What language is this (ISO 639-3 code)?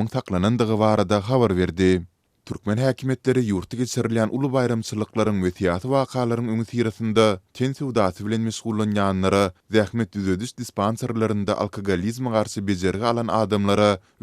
tuk